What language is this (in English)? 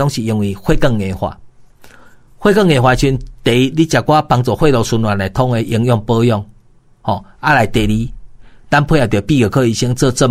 Min Nan Chinese